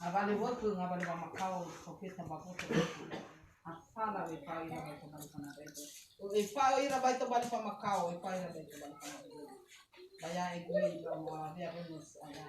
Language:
Nias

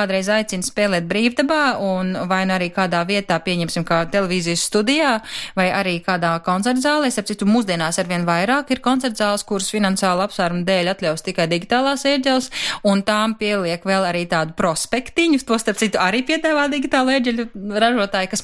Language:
Latvian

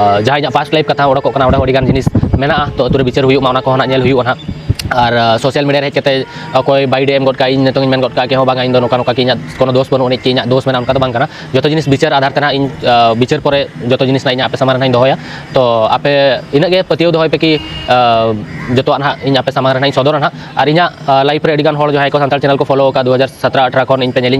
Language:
Santali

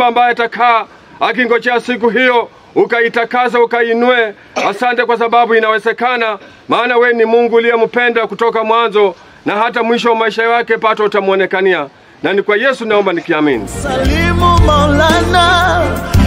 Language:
Swahili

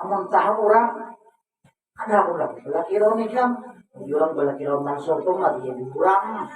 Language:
Banjar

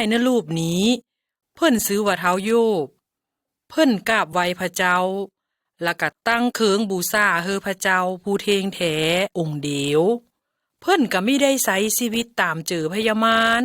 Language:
Lao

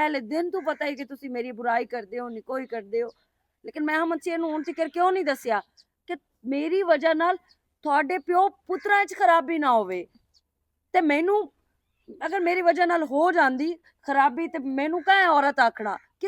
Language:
Western Panjabi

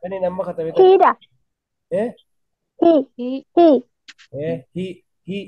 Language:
Oromo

